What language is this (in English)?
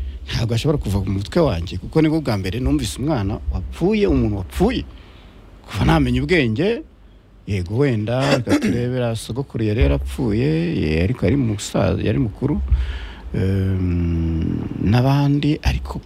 Kinyarwanda